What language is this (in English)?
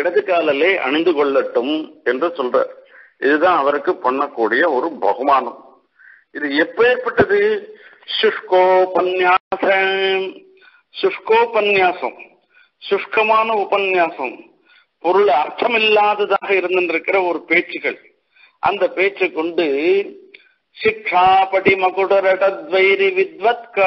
Tamil